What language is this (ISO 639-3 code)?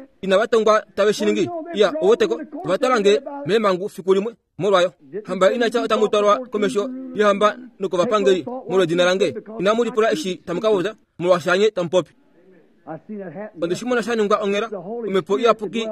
kua